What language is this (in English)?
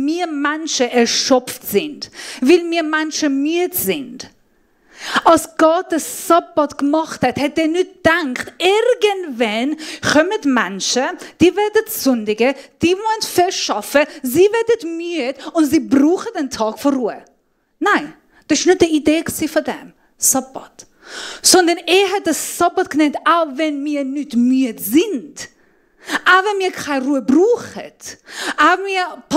Swiss German